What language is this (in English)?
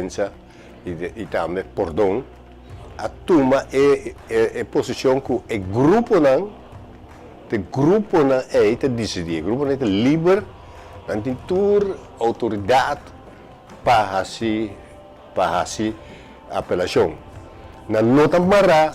Papiamento